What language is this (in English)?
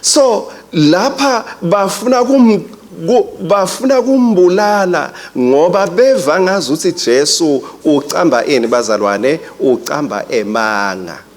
Swati